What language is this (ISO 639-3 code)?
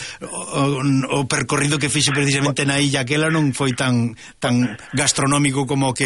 glg